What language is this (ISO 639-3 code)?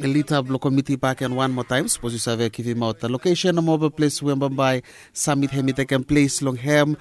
bis